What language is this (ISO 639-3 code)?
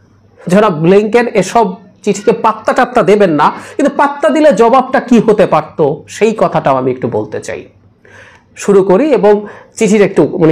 ben